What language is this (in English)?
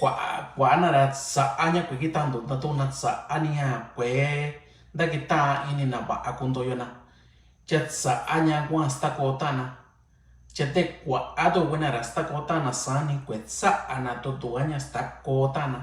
Mixtepec Mixtec